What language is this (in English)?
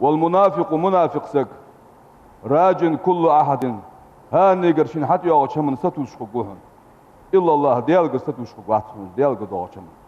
Ingush